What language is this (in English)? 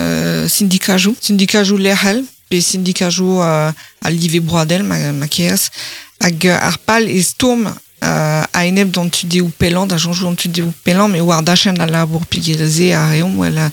Breton